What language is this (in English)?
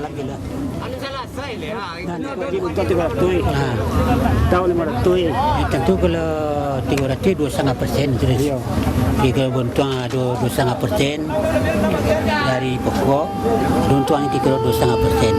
Minangkabau